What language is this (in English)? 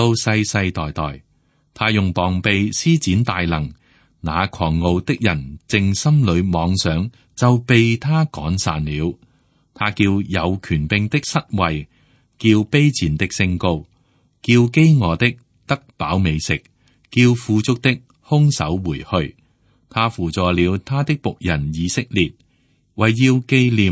Cantonese